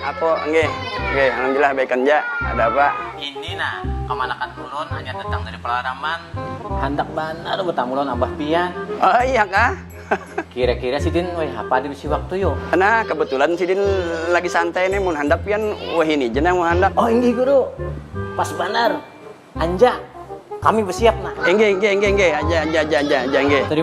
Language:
Banjar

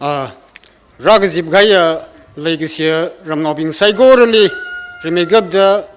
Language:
Tangkhul Naga (India)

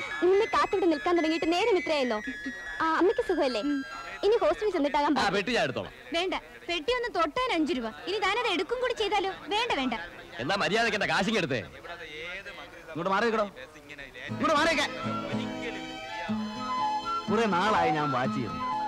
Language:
Malayalam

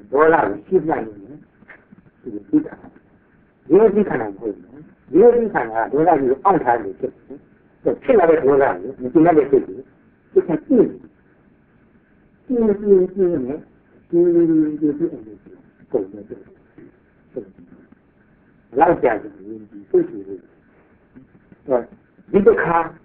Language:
Burmese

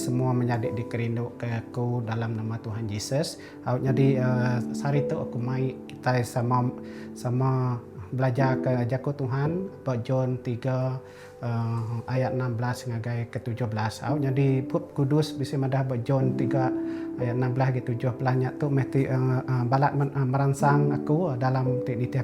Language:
Iban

